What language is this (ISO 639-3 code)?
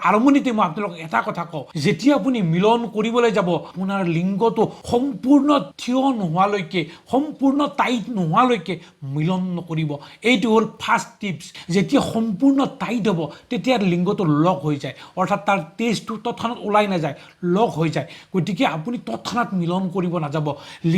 asm